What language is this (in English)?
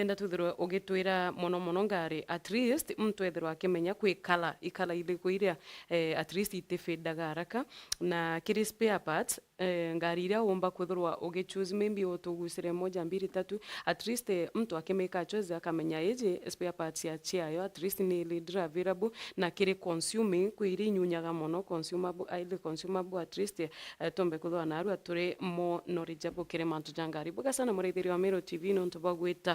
Meru